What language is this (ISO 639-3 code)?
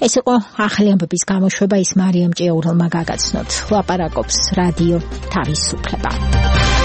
kat